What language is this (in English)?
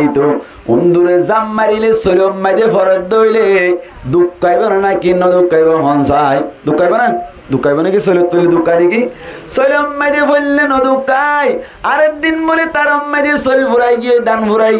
Rohingya